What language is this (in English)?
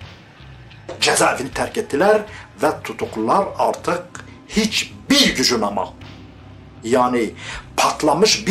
Turkish